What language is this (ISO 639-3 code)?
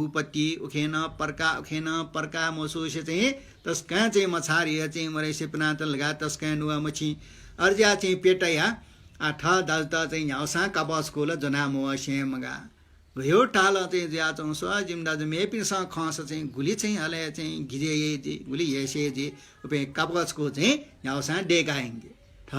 new